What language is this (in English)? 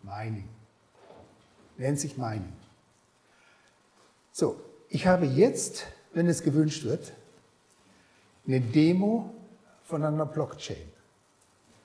German